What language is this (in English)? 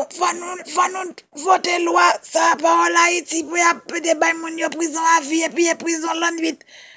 Haitian Creole